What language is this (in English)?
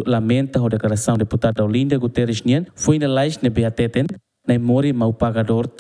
Tetum